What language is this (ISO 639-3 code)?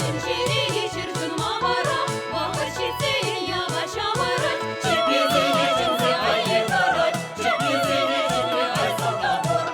chv